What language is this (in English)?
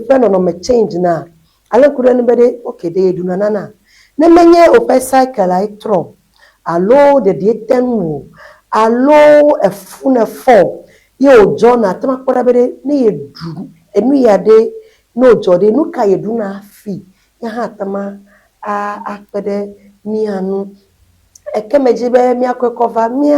Ewe